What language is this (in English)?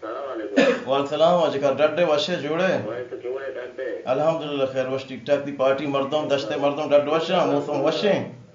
Baluchi